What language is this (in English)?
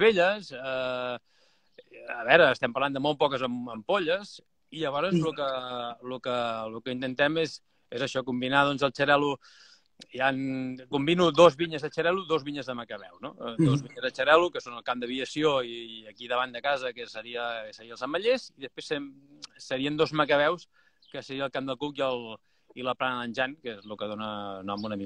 Catalan